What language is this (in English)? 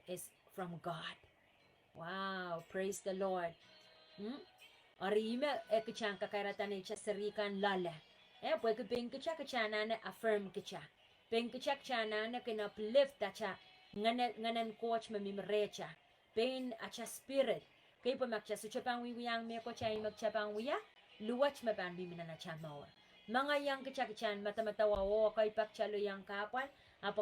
Pohnpeian